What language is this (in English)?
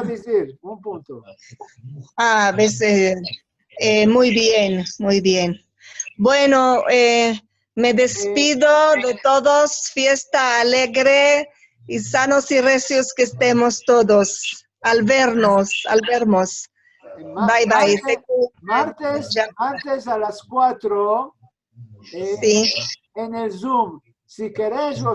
Ladino